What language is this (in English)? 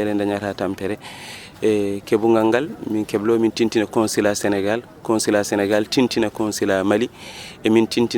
Fula